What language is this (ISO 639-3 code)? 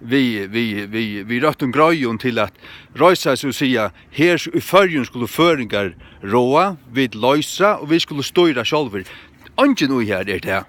fao